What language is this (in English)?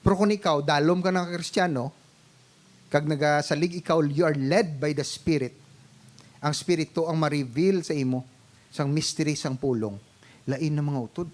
Hiligaynon